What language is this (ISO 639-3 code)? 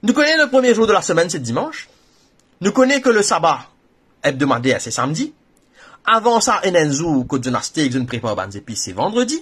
mfe